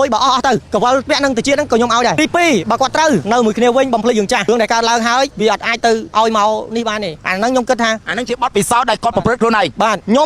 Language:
Khmer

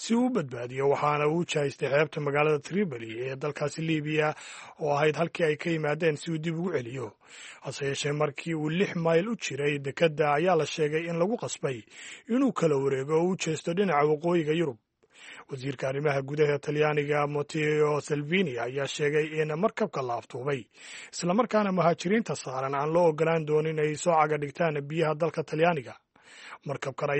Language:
Somali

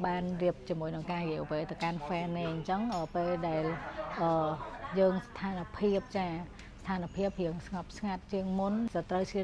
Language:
Khmer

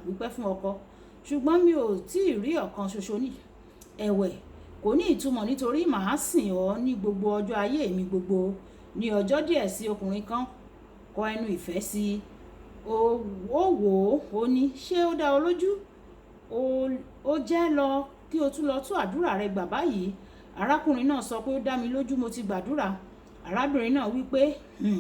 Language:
Yoruba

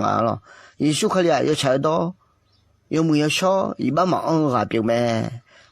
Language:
Akha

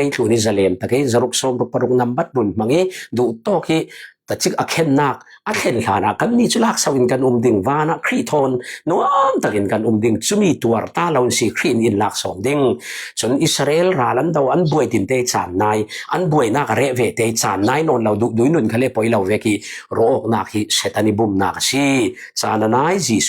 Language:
Falam Chin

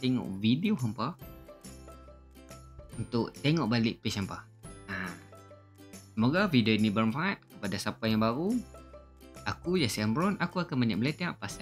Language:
Malay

